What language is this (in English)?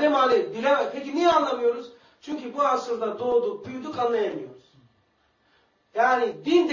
Turkish